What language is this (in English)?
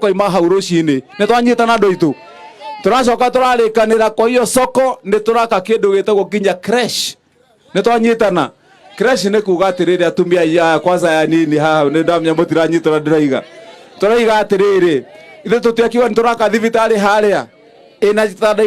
Kikuyu